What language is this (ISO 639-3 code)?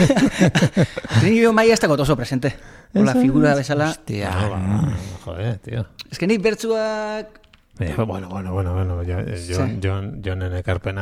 eus